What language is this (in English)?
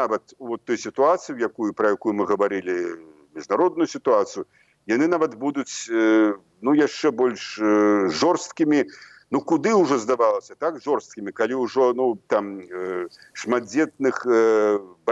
Belarusian